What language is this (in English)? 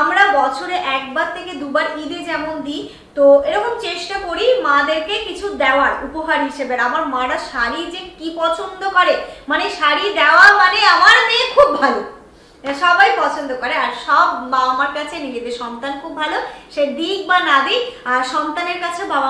Bangla